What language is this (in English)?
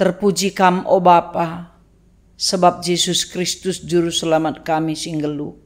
Batak Karo